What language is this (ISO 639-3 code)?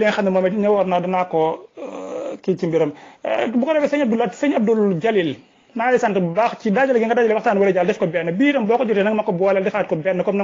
wol